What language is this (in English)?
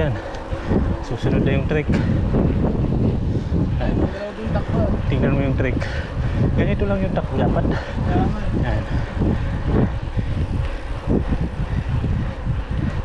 Filipino